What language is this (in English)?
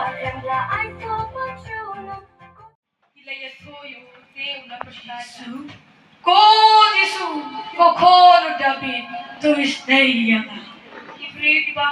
Khasi